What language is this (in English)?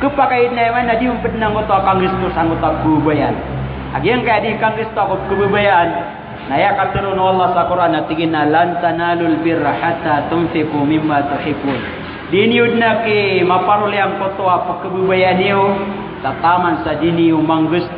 Maranao